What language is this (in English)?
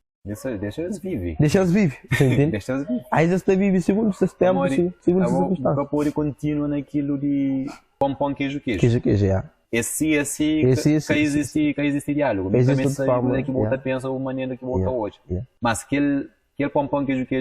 Kabuverdianu